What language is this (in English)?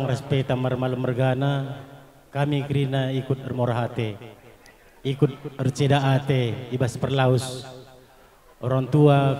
Batak Karo